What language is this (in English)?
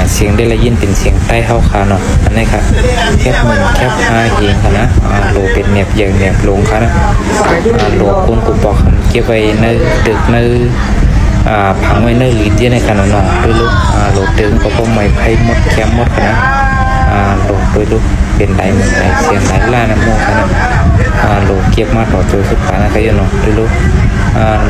Shan